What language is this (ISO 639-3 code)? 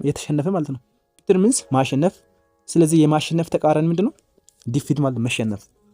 amh